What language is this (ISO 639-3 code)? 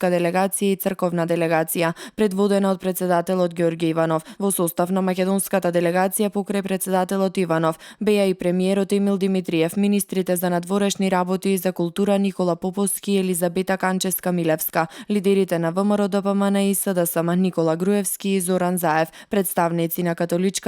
mkd